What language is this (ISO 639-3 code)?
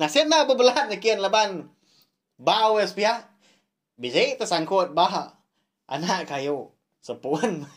iba